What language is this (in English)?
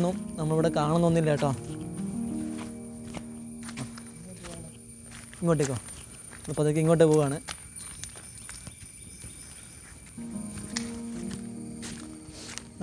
Malayalam